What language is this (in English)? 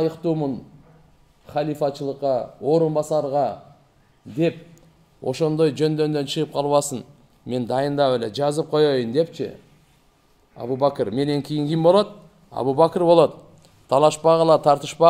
Kyrgyz